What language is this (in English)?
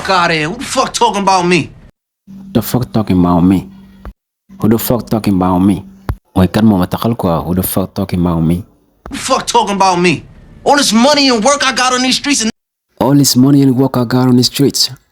Wolof